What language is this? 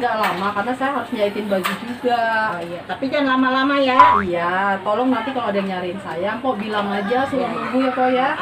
Betawi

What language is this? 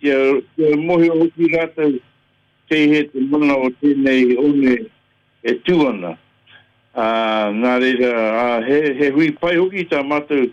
Māori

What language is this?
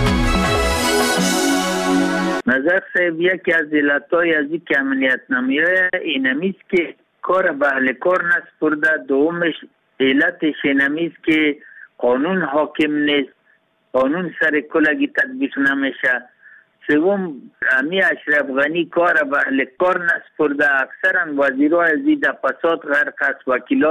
Persian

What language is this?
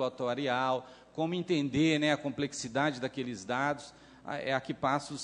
Portuguese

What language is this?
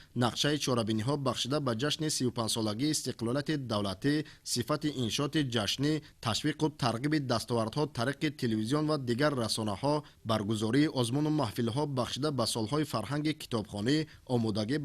Tajik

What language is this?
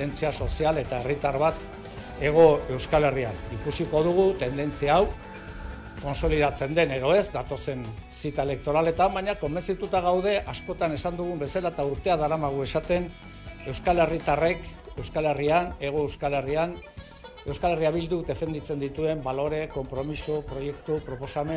Basque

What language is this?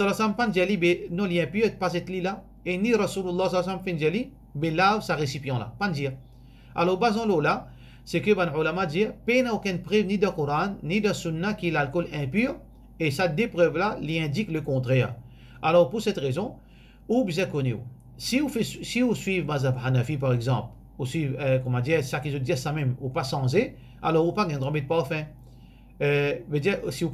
Morisyen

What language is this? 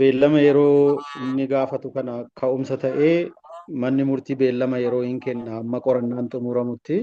Oromo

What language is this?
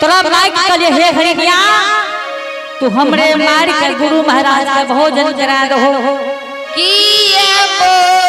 Angika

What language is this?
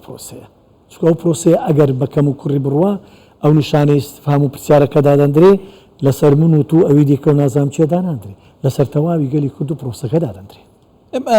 Central Kurdish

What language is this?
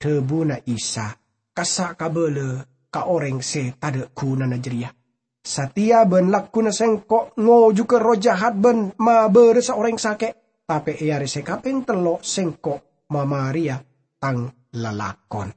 Madurese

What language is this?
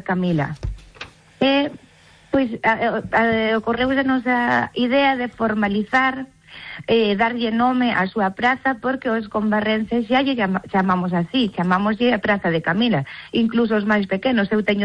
Galician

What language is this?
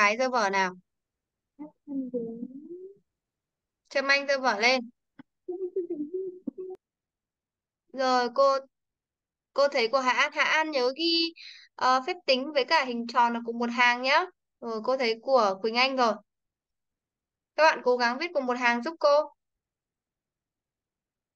Vietnamese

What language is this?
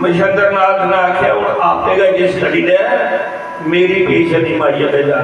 Dogri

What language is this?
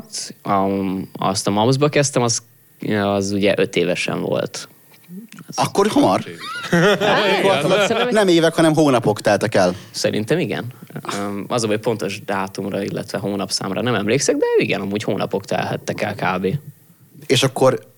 Hungarian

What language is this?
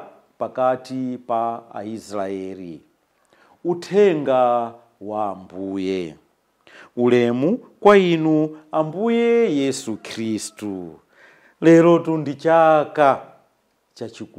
Nyanja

